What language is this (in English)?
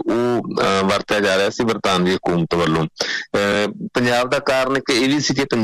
Punjabi